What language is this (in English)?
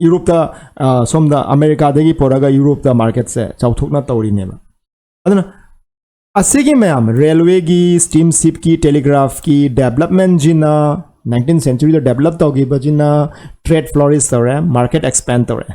Manipuri